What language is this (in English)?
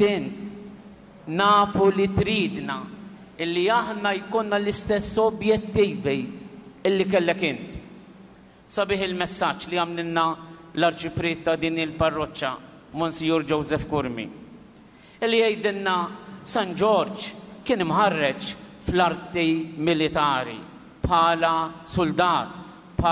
Maltese